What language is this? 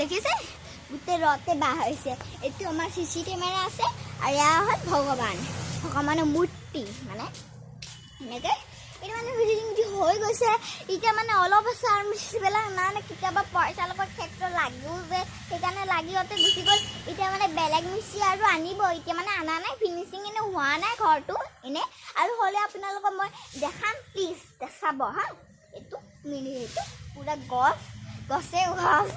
Assamese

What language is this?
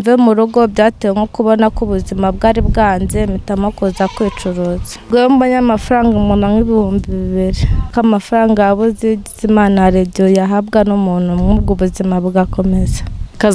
Kinyarwanda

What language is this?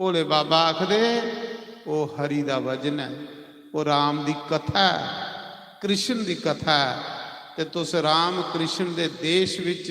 Dogri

